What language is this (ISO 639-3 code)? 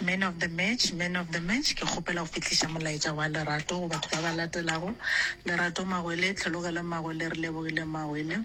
nso